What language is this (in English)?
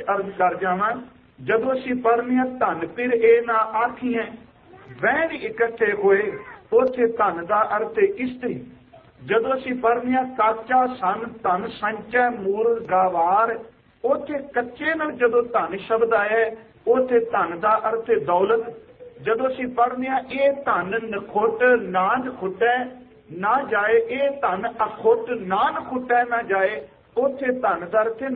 Punjabi